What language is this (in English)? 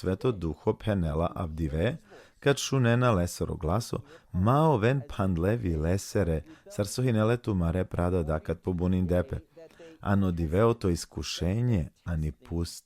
Balkan Romani